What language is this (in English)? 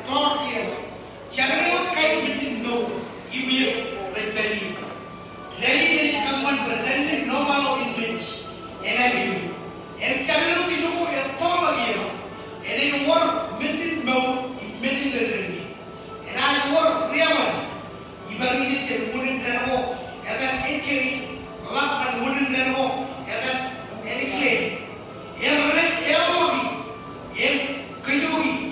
Marshallese